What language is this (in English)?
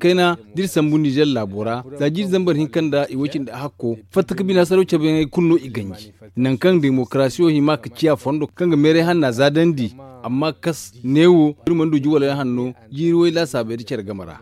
Zarma